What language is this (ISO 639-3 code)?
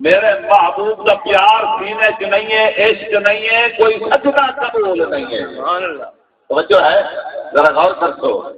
skr